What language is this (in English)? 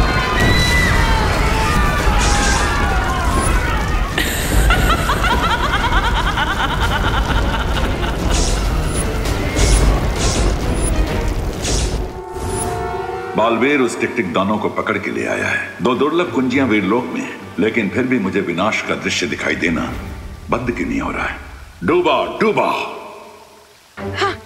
Hindi